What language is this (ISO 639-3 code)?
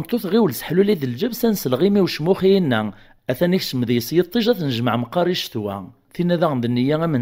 kab